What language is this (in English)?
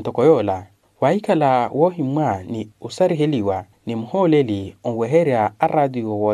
Makhuwa